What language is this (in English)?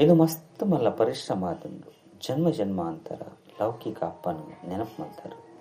Tulu